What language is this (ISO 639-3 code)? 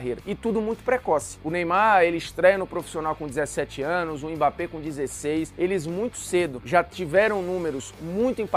por